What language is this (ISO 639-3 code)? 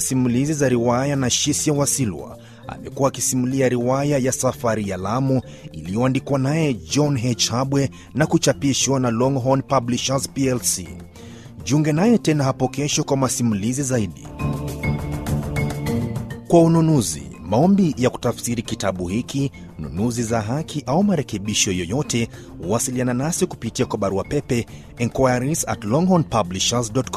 swa